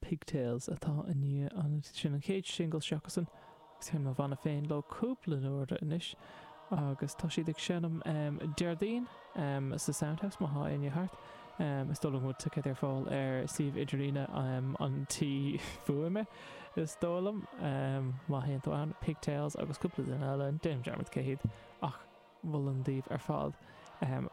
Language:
Irish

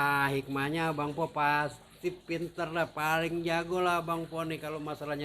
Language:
Betawi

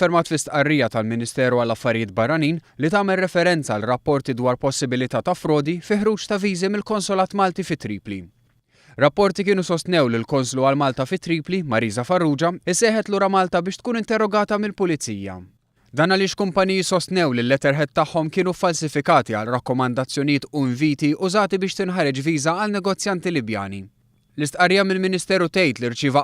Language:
Maltese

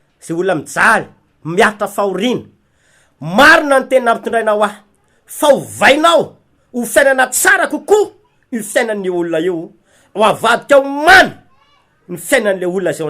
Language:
Malagasy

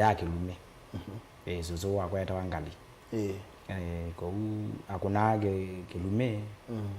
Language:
Kamba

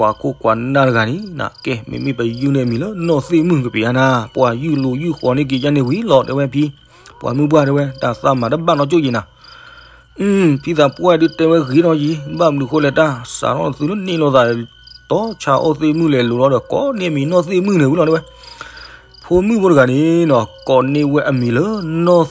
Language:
S'gaw Karen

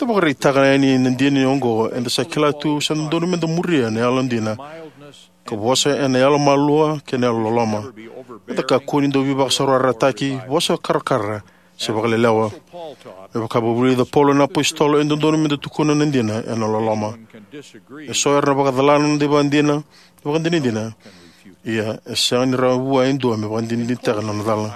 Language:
Fijian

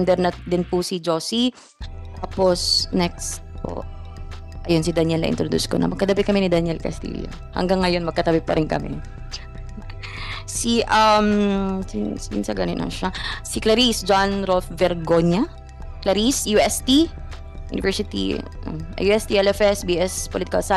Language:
Filipino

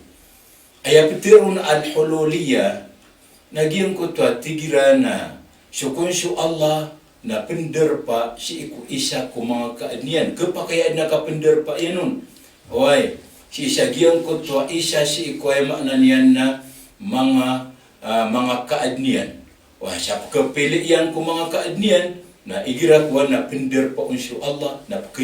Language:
Maranao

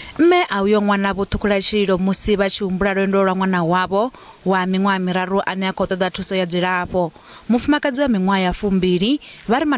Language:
Venda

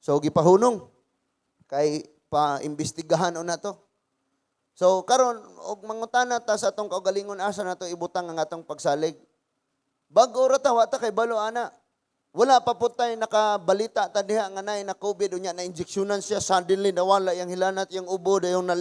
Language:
Cebuano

